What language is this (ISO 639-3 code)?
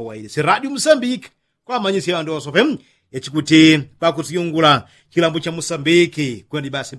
yao